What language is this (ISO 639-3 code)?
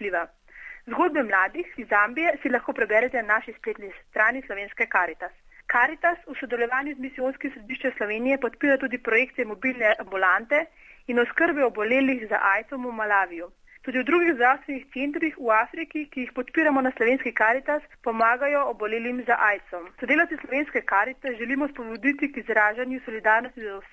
slv